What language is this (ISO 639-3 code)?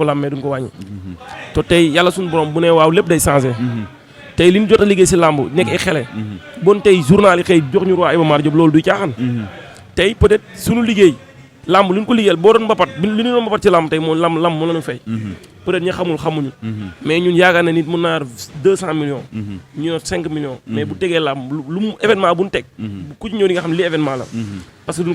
wol